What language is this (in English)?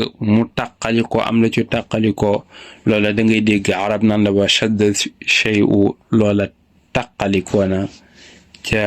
Wolof